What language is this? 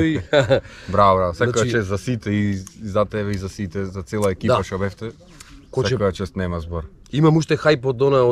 Macedonian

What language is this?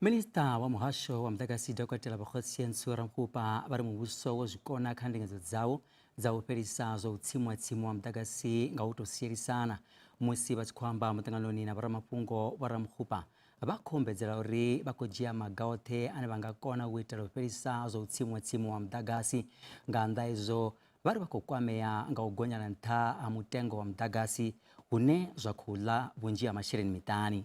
Venda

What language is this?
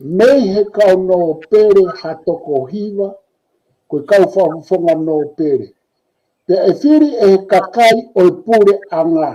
Tongan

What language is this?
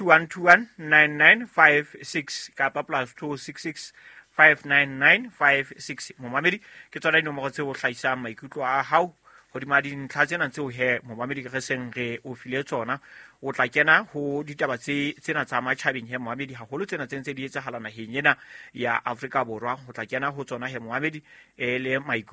Southern Sotho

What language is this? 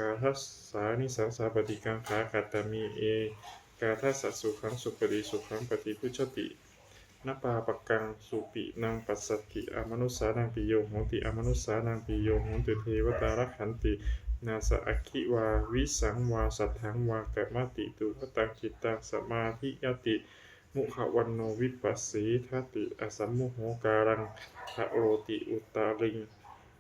Pali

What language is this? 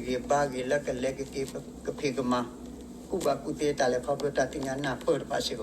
S'gaw Karen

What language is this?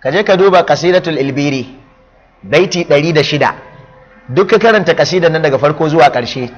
Hausa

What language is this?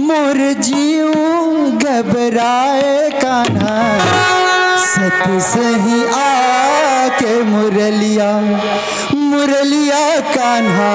Chhattisgarhi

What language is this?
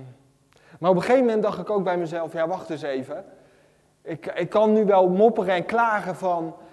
Dutch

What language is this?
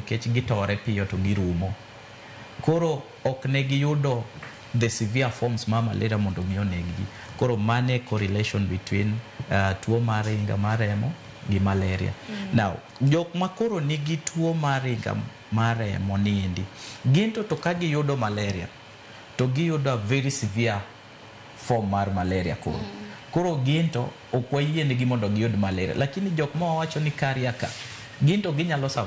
Luo (Kenya and Tanzania)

